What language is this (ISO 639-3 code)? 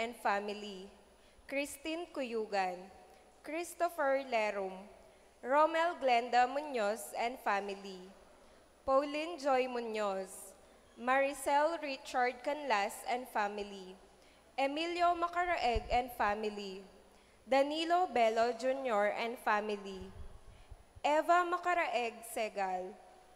pam